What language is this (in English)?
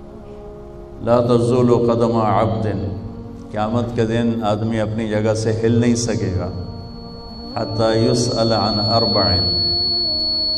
Urdu